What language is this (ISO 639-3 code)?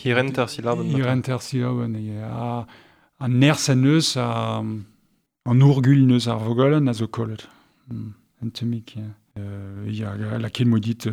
bre